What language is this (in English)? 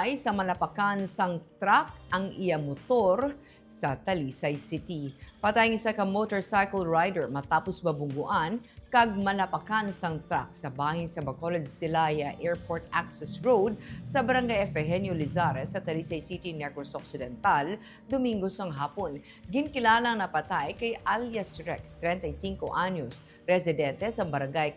Hiligaynon